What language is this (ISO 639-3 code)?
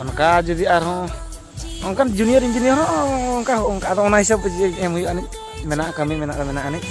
sat